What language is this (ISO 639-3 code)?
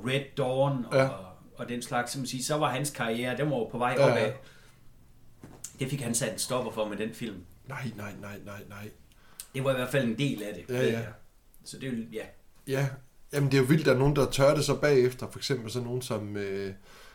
dan